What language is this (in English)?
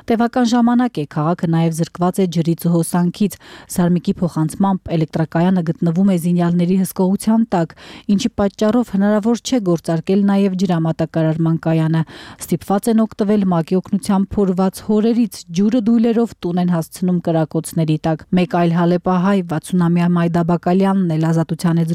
Armenian